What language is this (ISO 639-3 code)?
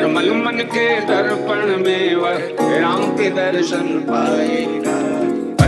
hin